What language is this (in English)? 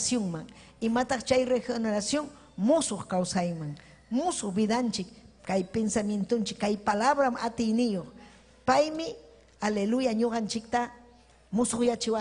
Ayacucho Quechua